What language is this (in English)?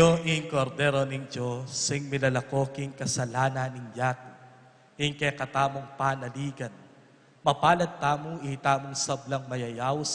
Pampanga